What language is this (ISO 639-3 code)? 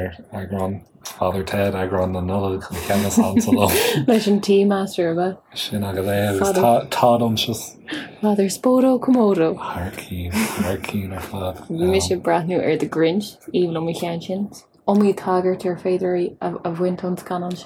gle